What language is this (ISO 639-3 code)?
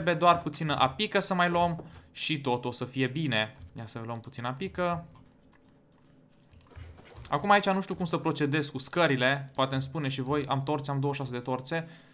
ron